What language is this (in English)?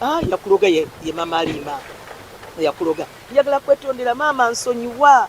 Ganda